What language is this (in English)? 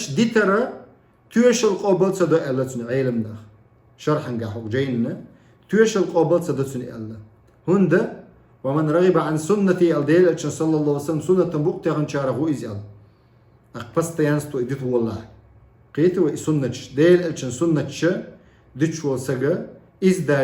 Chechen